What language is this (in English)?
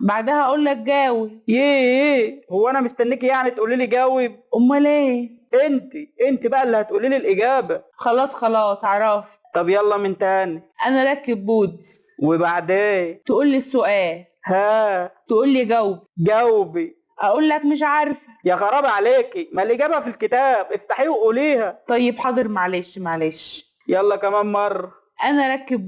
Egyptian Arabic